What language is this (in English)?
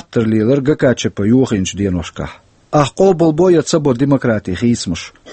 Chechen